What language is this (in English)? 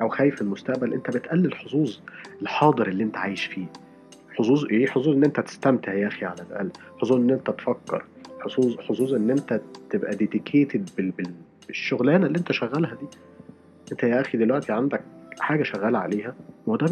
Egyptian Arabic